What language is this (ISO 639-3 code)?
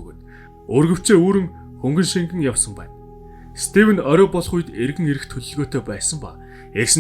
mon